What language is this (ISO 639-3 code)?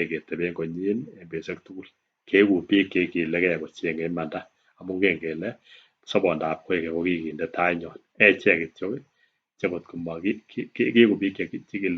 kln